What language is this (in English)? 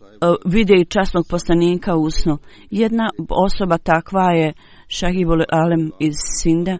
Bosnian